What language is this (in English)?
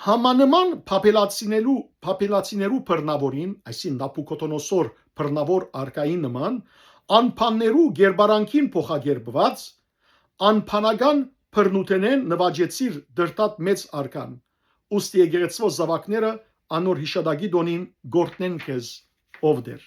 Western Armenian